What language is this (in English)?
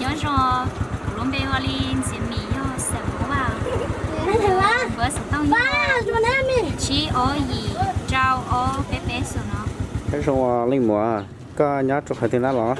Hmong